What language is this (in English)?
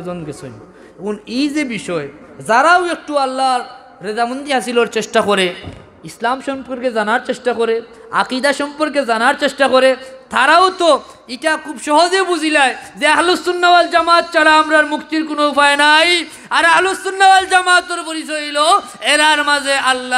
Sylheti